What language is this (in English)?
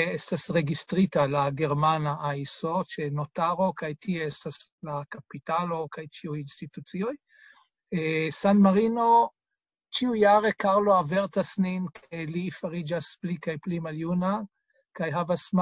Esperanto